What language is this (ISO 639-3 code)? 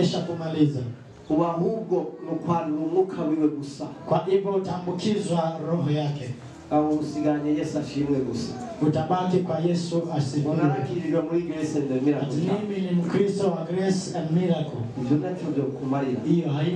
swa